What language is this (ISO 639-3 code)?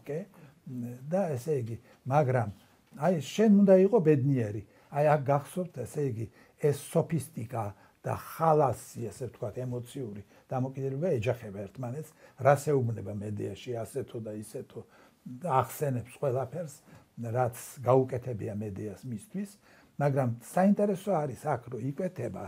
kat